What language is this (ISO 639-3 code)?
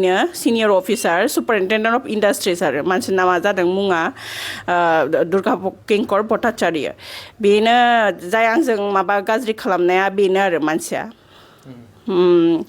brx